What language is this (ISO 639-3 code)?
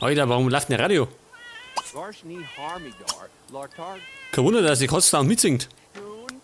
bar